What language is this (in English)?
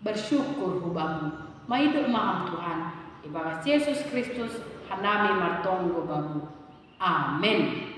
Batak Simalungun